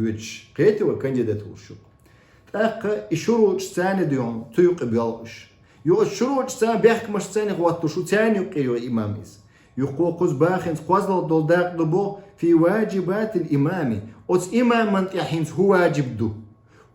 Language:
Chechen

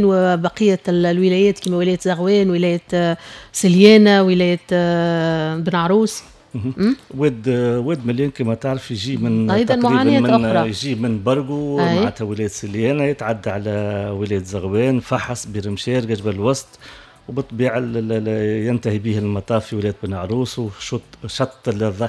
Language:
Tunisian Arabic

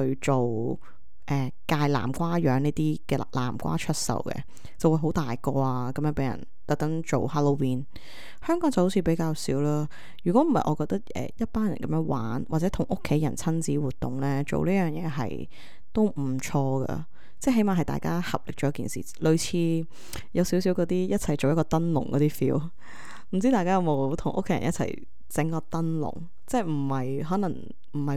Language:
Cantonese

